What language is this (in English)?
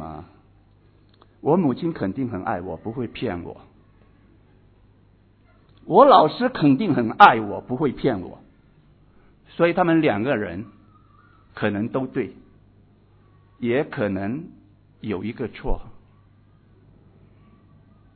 Chinese